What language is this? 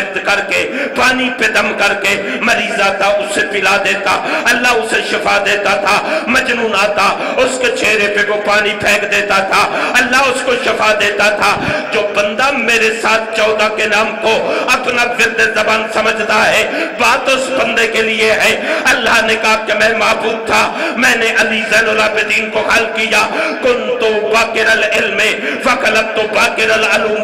Urdu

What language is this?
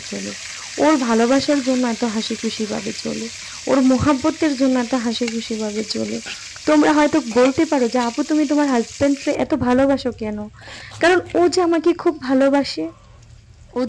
Bangla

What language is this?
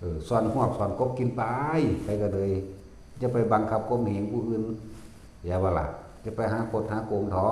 Northeastern Thai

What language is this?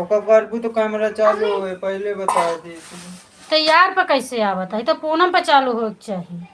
Awadhi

